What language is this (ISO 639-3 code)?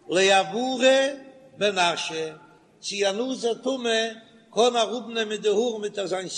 yid